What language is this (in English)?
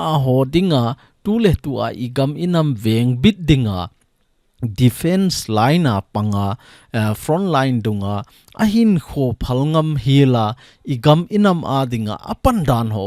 Thado Chin